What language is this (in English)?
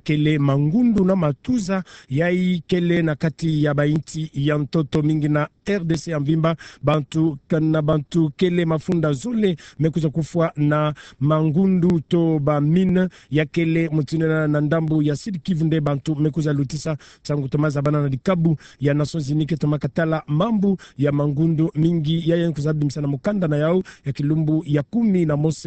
Kituba (Democratic Republic of Congo)